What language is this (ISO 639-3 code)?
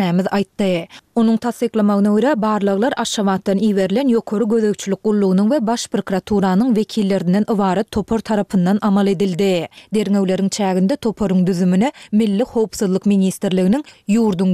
tuk